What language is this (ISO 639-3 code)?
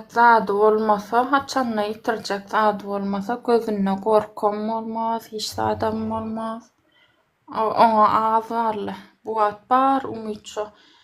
tuk